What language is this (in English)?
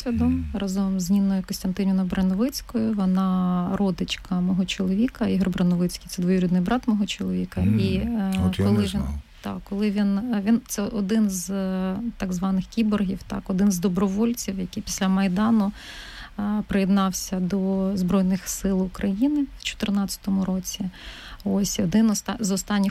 Ukrainian